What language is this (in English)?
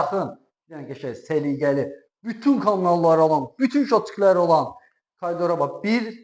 Azerbaijani